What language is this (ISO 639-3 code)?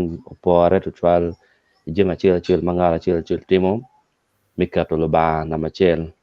ach